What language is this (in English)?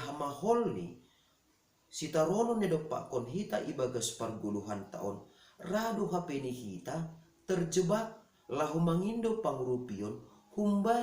Batak Simalungun